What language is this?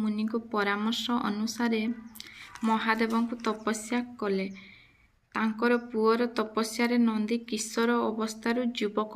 Odia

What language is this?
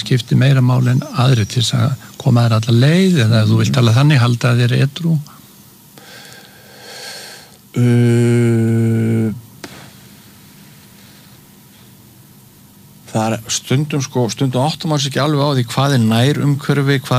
Icelandic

